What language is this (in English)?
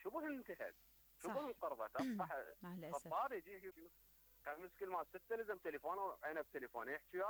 Mesopotamian Arabic